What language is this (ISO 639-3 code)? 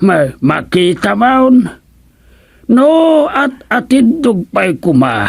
ilo